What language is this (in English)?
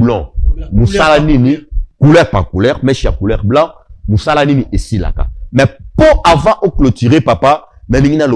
Lingala